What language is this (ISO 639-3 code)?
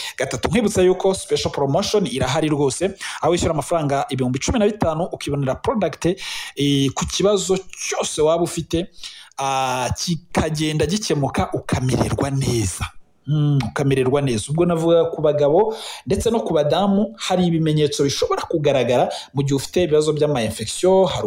kin